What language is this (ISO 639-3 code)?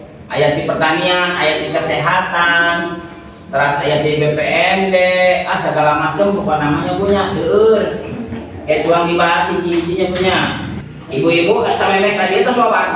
sun